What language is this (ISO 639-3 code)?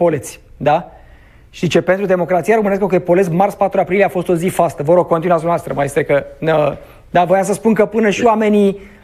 ron